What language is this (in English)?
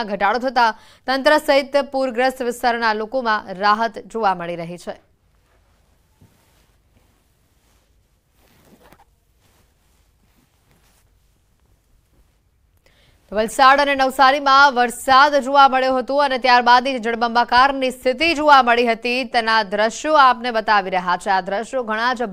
Gujarati